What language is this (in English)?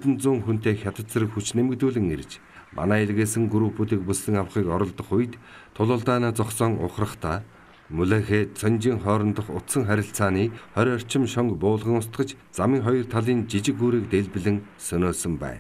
Mongolian